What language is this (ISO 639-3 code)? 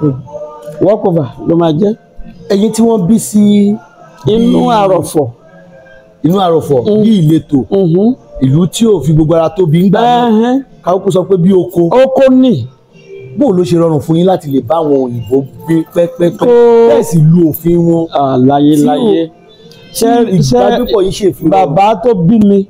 yor